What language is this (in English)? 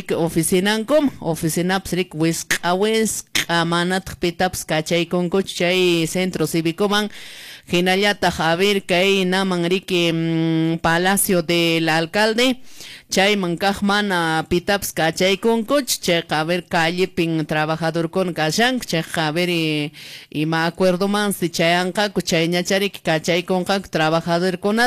Quechua